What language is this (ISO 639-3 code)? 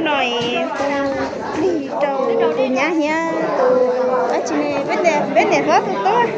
hmn